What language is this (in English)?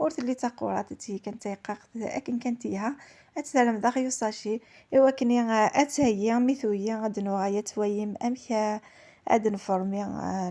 Kabyle